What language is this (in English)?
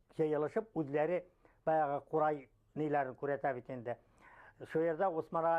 Bashkir